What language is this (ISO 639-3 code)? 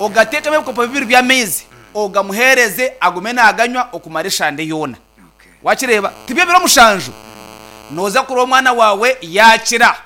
nyn